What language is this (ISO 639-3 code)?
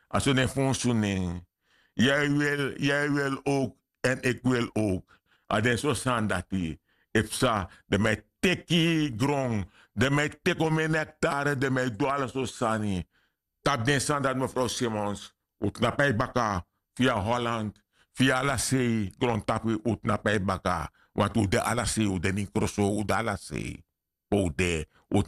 srn